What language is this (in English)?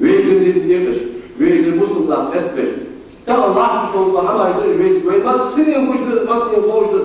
Ingush